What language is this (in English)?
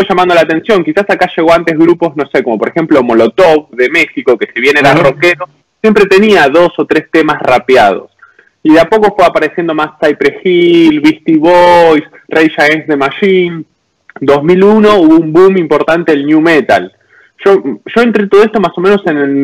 Spanish